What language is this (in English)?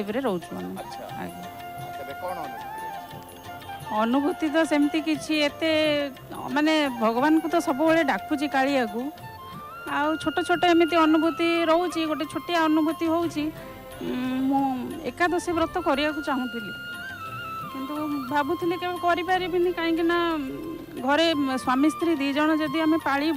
Odia